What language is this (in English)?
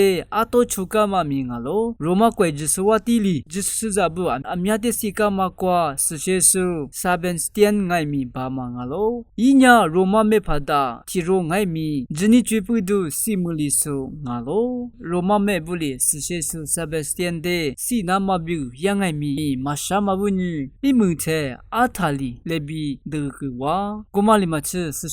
Lisu